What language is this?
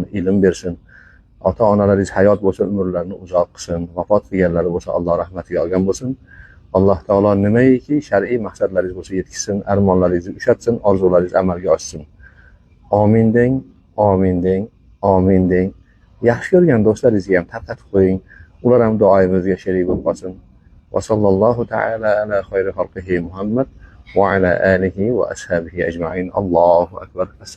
Uzbek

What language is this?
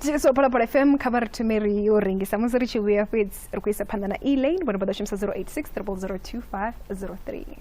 Venda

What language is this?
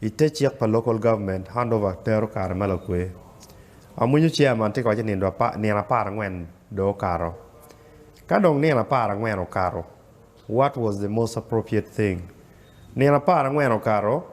Acoli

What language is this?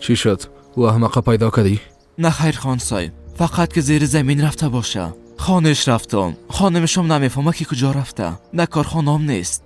Persian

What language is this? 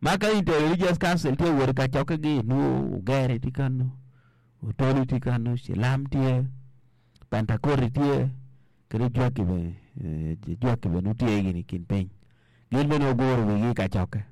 Acoli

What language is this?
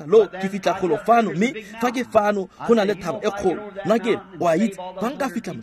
Tswana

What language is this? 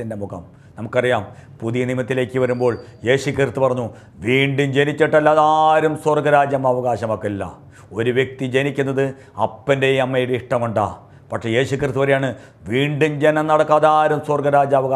Malayalam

